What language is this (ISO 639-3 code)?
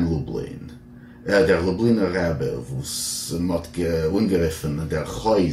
yid